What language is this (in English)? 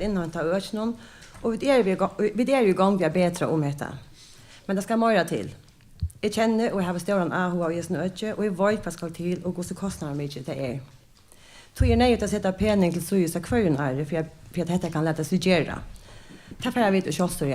Faroese